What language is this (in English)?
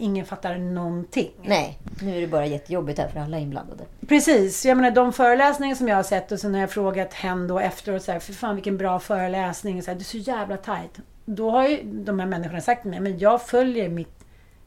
Swedish